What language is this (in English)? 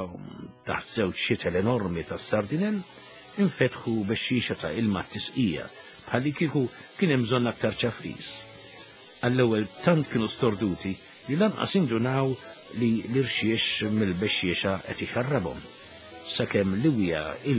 Maltese